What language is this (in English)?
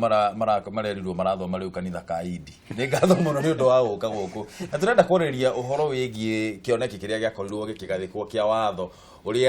Kikuyu